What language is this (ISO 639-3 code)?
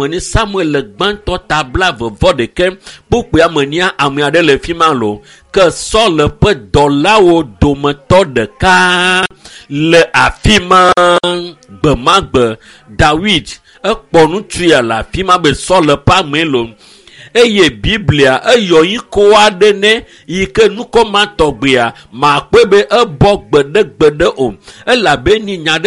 ewe